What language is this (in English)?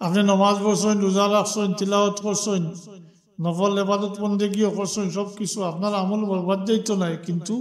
Sylheti